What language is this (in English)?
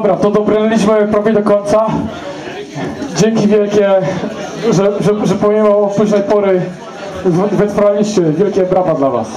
Polish